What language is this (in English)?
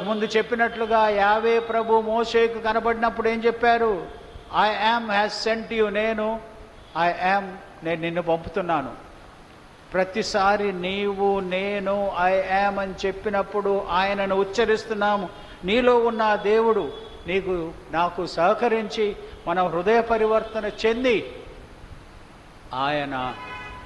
Telugu